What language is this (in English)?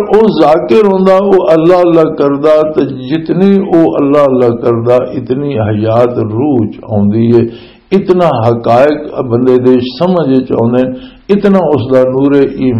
Western Panjabi